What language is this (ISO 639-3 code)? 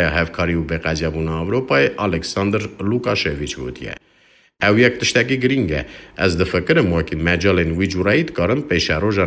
kur